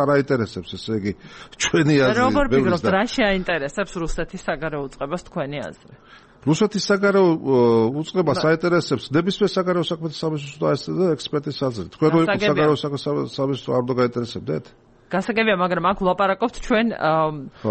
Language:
Georgian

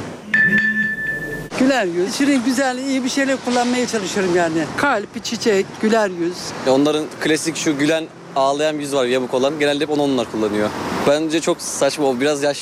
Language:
Turkish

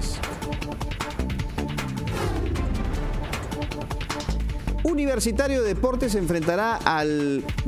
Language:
Spanish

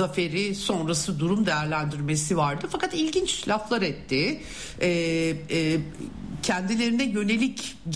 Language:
Turkish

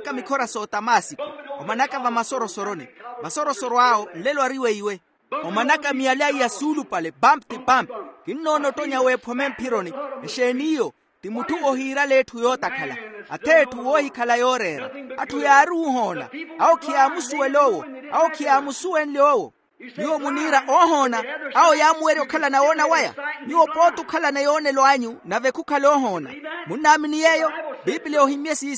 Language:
Makhuwa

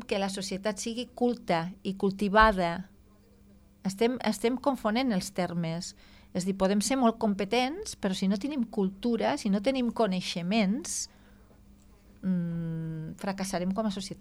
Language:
Catalan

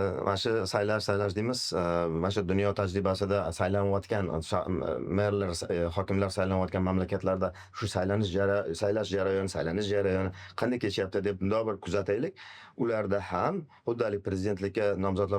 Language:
Uzbek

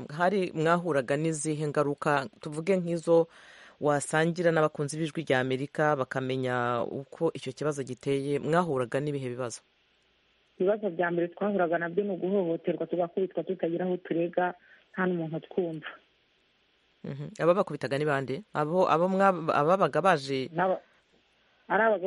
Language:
Kinyarwanda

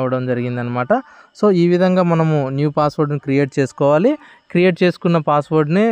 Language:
Telugu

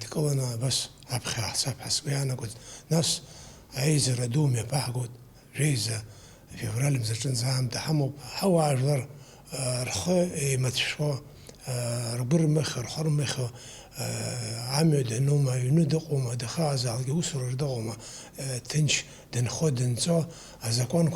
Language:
Abkhazian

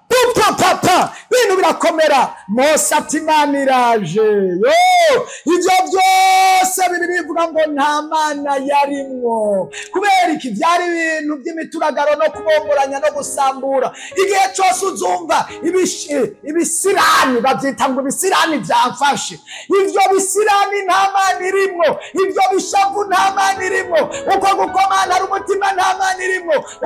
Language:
Rundi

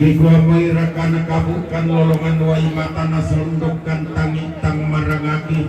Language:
Toraja-Sa'dan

